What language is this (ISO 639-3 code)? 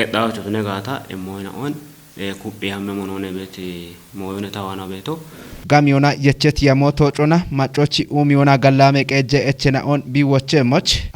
kbr